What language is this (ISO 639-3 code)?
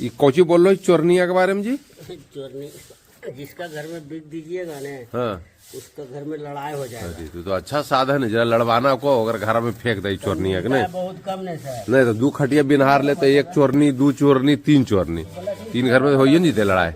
mag